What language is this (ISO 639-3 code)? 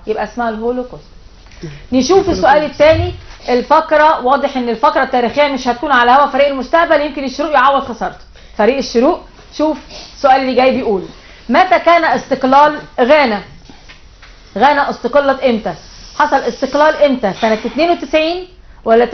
arz